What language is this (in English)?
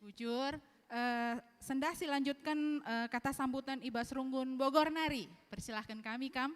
Batak Karo